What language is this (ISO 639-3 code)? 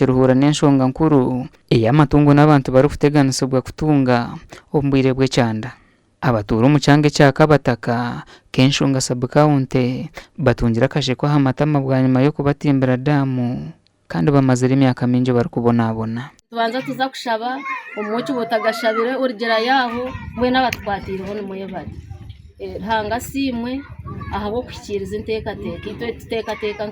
nyn